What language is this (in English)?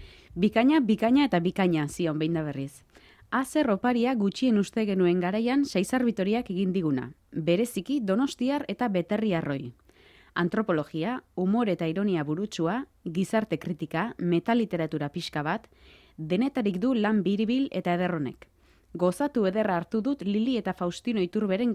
Basque